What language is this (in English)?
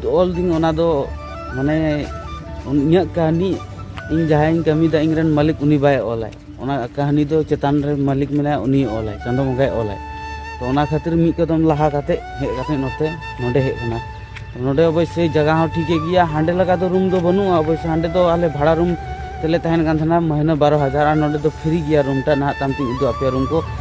Santali